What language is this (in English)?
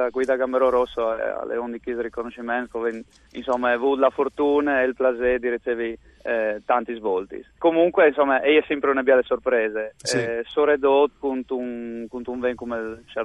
Friulian